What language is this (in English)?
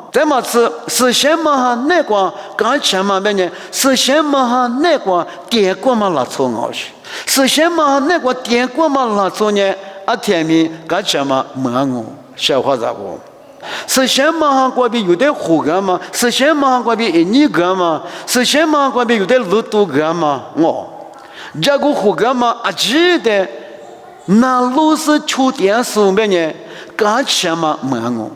Lisu